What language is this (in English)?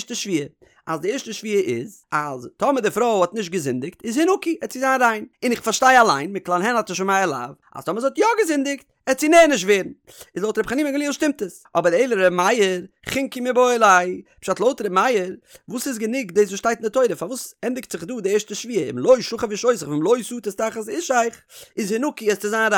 Yiddish